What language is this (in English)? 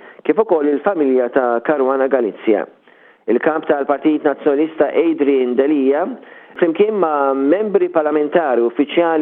Maltese